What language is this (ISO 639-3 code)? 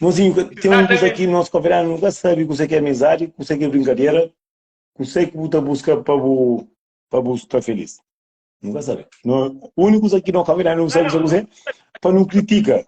kea